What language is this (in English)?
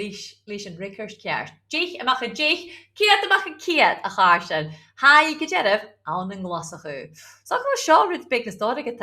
Scottish Gaelic